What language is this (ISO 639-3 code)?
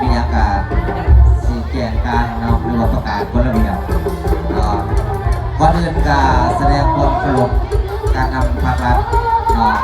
lao